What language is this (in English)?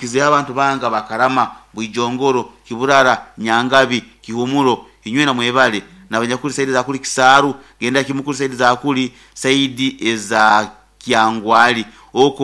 Nyoro